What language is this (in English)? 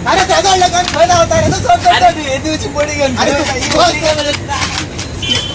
Konkani